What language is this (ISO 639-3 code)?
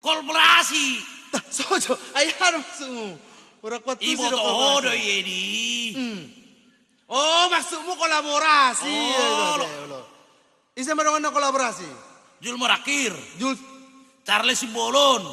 bbc